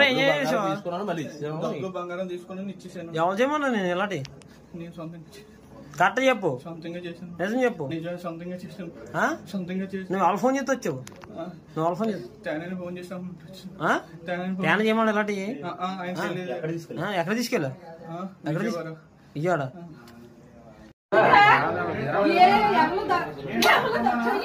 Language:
Telugu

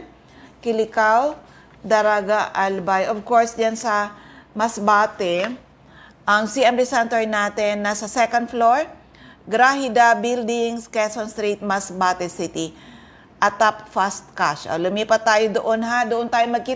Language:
Bikol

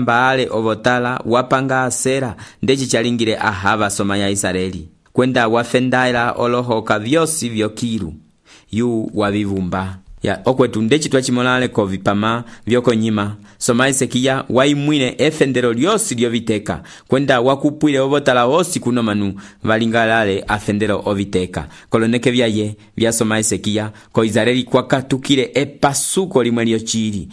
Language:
Umbundu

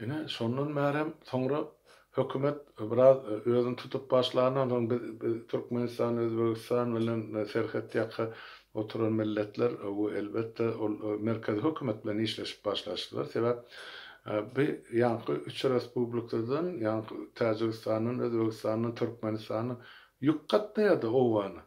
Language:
Turkmen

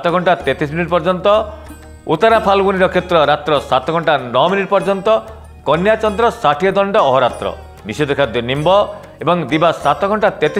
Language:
Odia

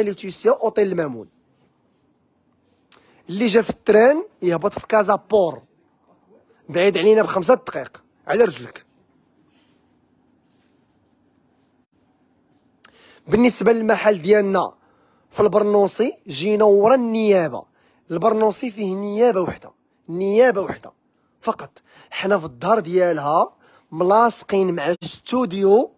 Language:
Moroccan Arabic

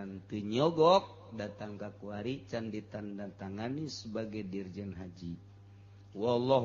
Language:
Sundanese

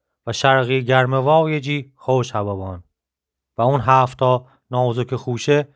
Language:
Gilaki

